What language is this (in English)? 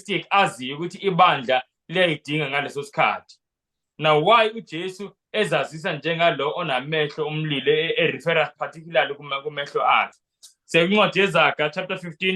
Zulu